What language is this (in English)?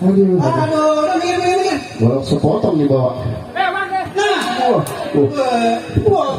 Betawi